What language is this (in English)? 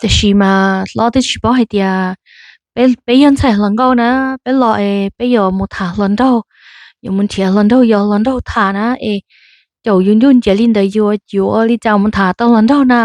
Hmong